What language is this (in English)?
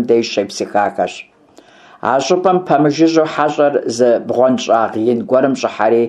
Kabardian